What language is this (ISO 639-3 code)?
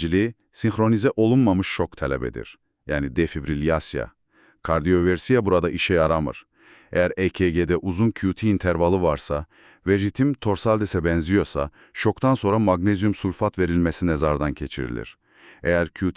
aze